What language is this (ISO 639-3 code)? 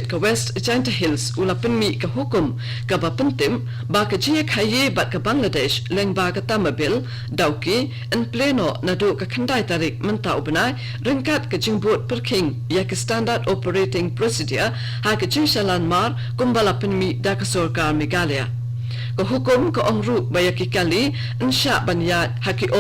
kha